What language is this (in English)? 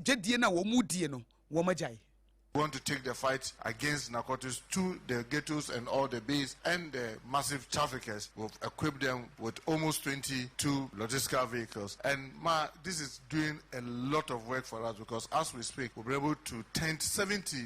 Akan